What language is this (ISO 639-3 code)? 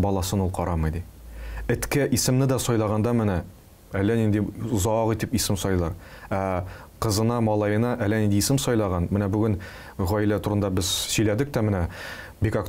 tat